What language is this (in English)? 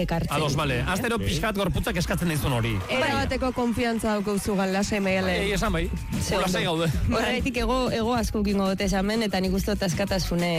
Basque